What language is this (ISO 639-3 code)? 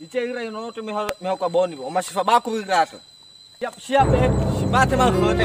nia